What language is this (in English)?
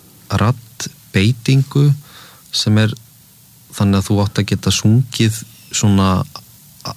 Icelandic